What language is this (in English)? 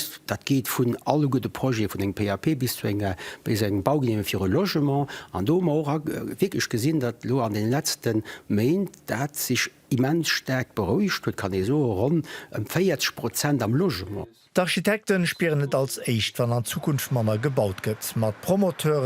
Luxembourgish